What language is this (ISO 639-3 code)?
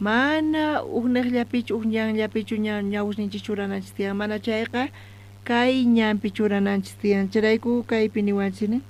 quh